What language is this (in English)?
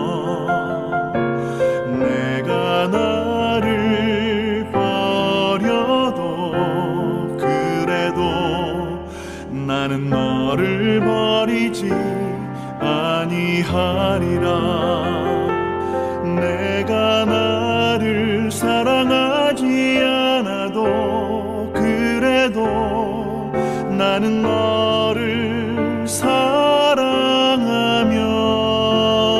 Korean